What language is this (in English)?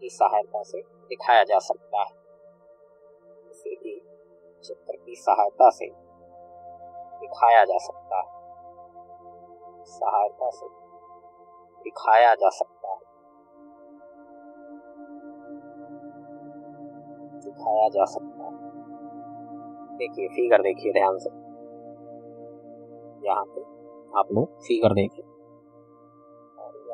Hindi